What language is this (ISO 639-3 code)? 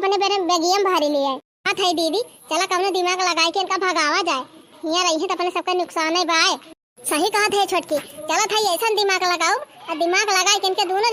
awa